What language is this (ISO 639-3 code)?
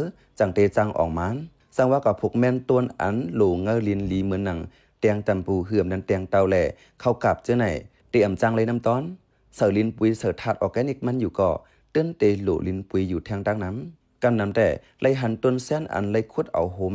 shn